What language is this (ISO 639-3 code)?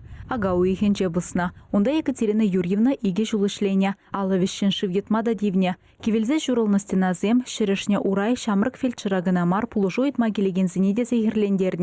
chv